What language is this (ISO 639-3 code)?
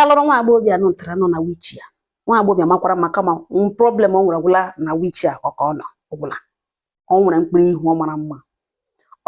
ibo